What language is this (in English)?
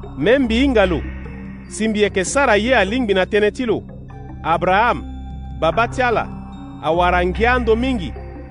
Sango